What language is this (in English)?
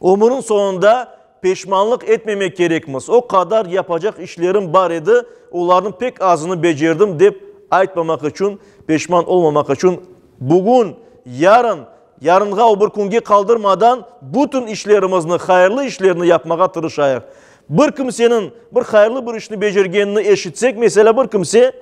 Crimean Tatar